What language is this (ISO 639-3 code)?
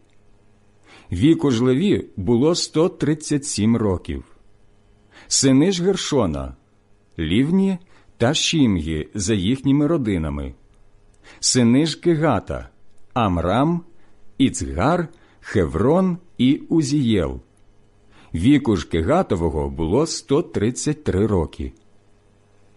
ukr